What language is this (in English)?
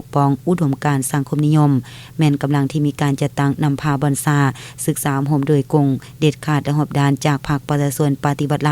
Lao